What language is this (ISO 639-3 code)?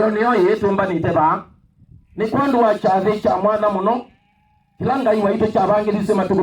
kam